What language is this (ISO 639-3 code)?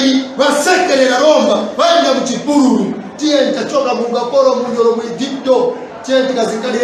nya